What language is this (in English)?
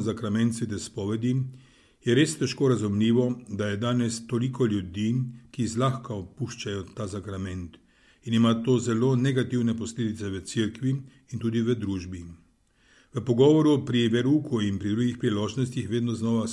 Slovenian